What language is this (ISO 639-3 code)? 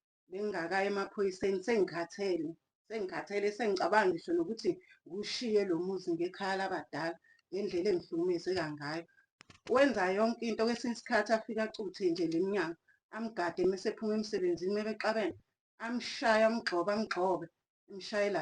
zul